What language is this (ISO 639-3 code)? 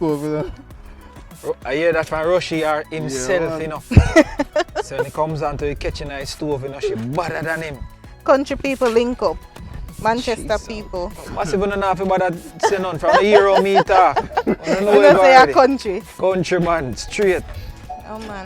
jam